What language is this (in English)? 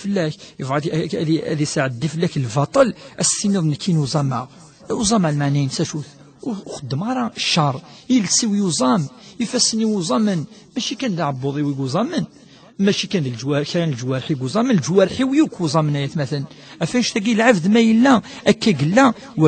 Kabyle